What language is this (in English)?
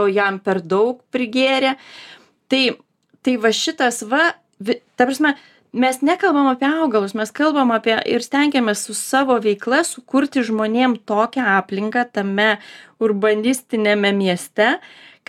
Lithuanian